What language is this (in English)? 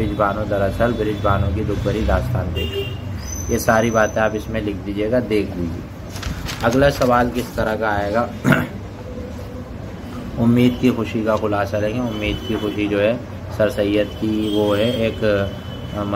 Urdu